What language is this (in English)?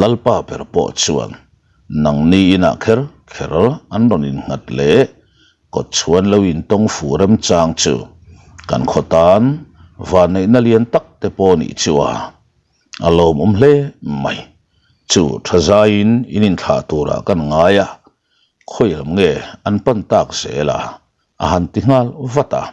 Mizo